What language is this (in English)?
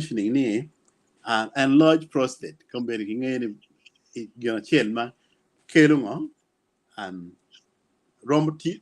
Acoli